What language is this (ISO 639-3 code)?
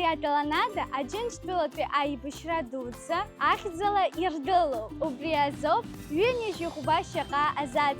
abk